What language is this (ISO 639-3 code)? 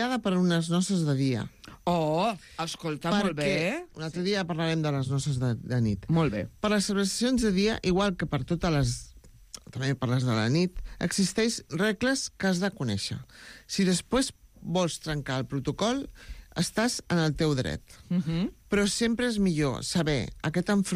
cat